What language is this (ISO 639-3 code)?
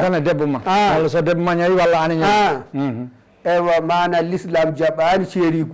ful